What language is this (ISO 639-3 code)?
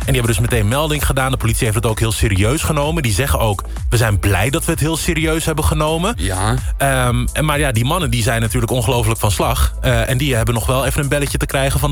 nld